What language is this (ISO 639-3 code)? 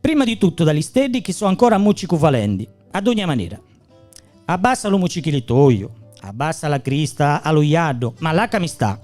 sdn